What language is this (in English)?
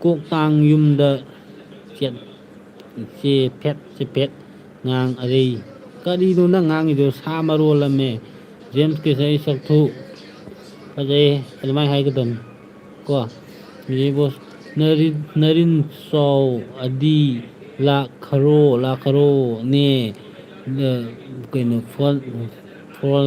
Manipuri